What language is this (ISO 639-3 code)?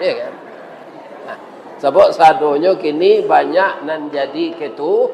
min